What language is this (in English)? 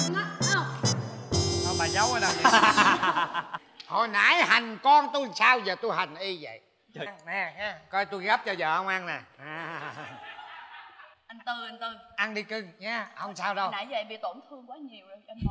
Vietnamese